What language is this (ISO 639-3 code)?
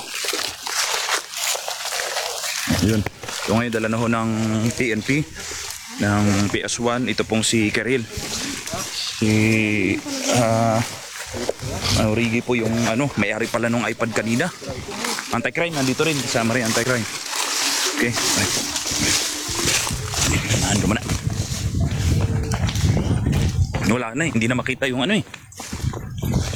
fil